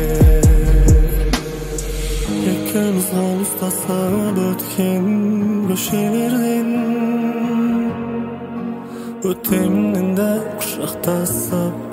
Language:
Kazakh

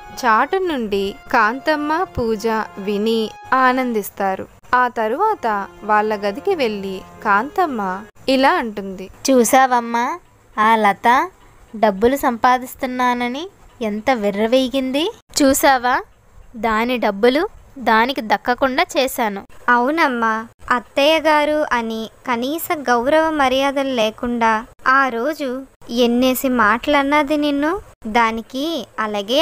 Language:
Telugu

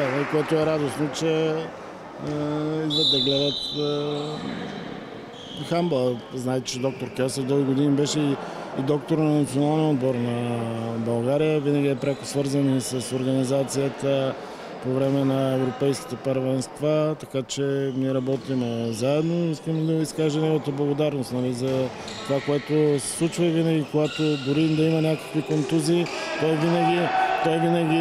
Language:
Bulgarian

